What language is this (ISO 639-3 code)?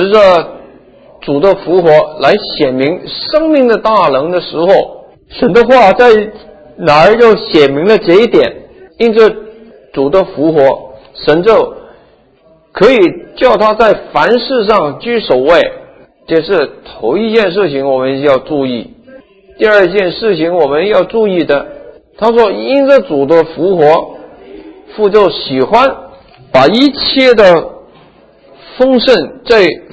zho